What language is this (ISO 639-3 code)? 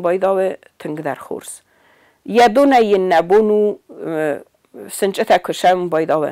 oss